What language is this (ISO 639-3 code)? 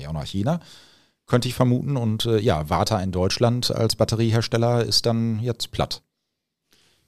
deu